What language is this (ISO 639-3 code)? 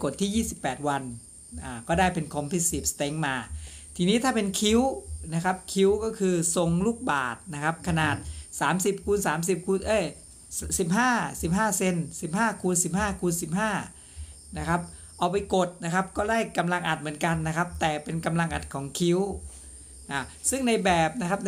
tha